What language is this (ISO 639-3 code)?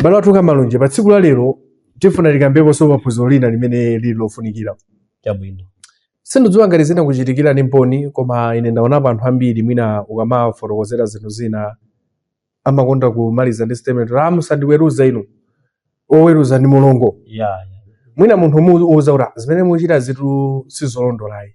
nya